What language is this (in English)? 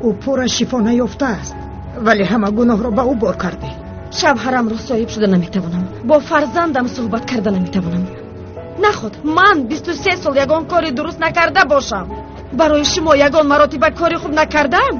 Tajik